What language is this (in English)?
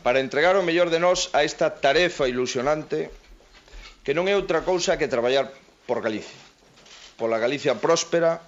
Galician